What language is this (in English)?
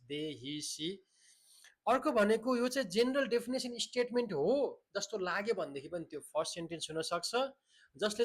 Nepali